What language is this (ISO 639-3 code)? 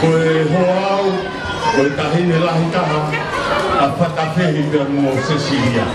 ton